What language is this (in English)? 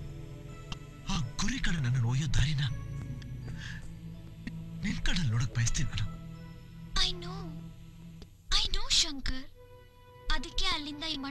Kannada